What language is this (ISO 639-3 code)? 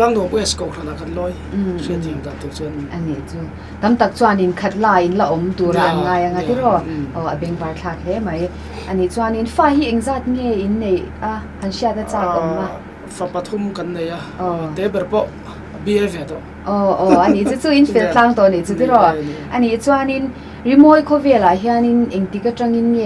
lus